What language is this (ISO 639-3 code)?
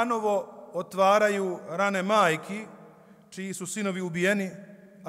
bos